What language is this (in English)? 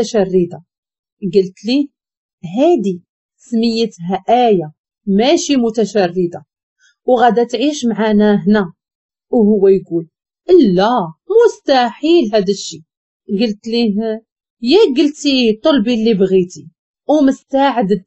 Moroccan Arabic